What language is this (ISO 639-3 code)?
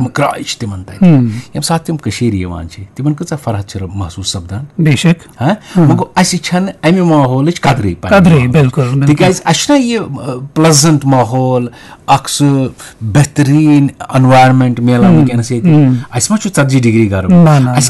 kas